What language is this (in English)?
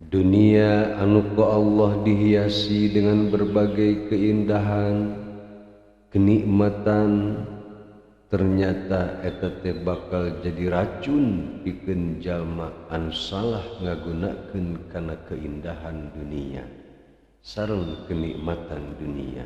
Sundanese